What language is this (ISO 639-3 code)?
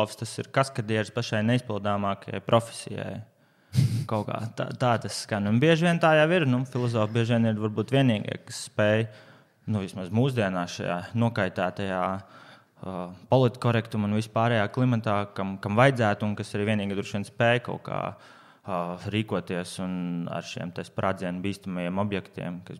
lav